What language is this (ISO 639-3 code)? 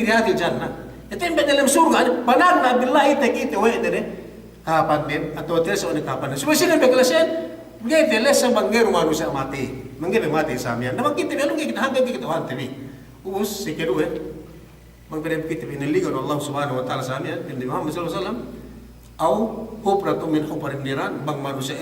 yka